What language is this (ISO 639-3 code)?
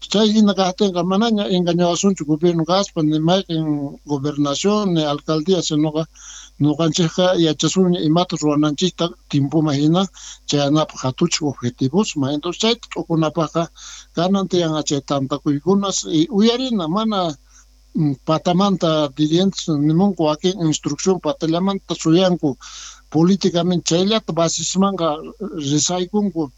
quh